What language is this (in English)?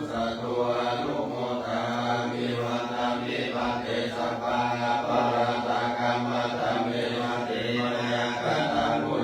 Pali